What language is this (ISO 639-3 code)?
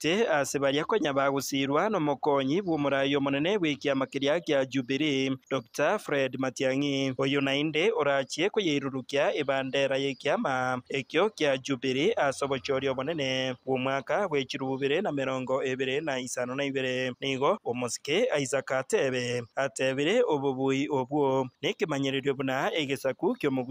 guz